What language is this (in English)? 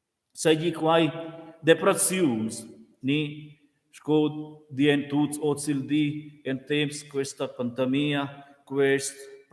Romansh